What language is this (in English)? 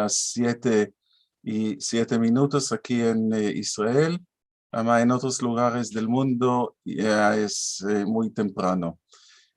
Ladino